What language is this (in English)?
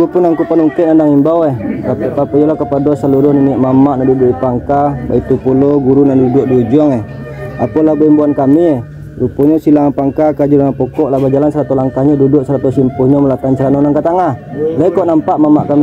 Minangkabau